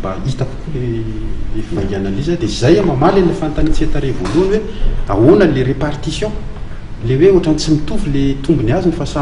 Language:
Malagasy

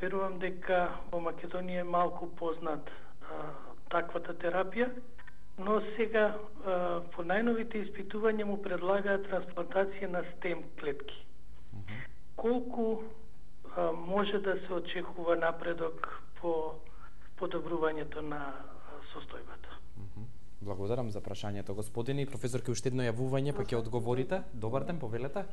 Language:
Macedonian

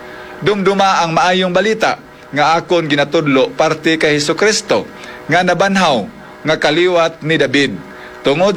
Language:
Hiligaynon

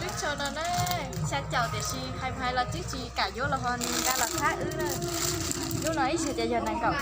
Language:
Hmong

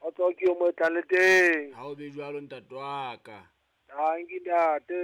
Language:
Southern Sotho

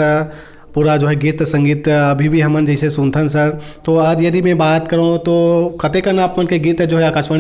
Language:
Chhattisgarhi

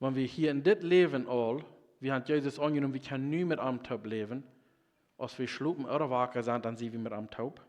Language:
Plautdietsch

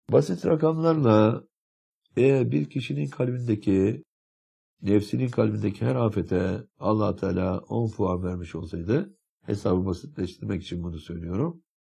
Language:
Turkish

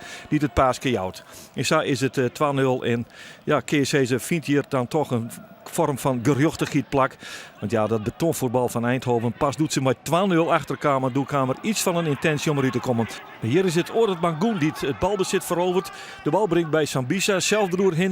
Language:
Western Frisian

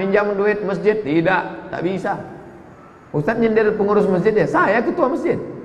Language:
Indonesian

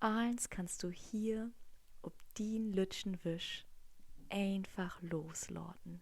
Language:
Low German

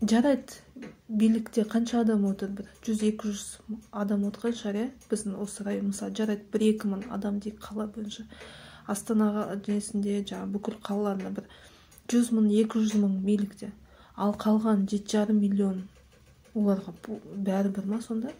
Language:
Kazakh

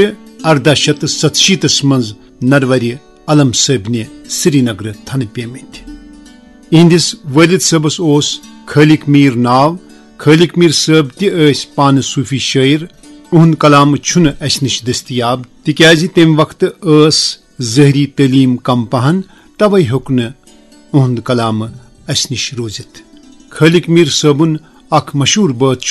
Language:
Kashmiri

